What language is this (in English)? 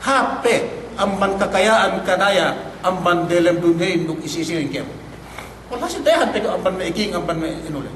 Yakan